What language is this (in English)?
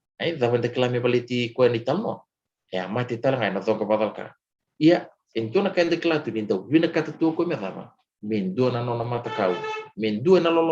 Fijian